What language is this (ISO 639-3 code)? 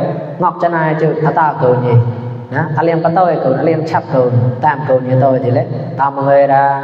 mnw